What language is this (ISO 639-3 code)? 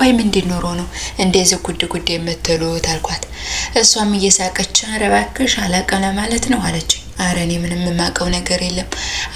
amh